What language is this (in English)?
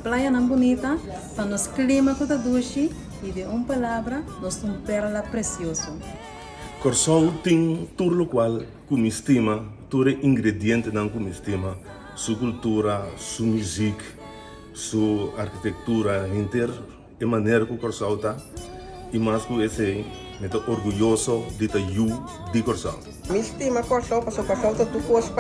Papiamento